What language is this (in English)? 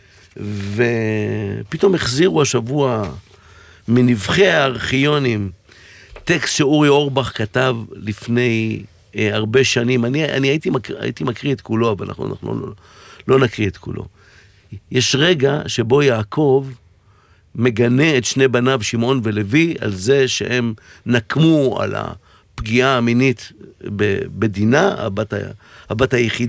Hebrew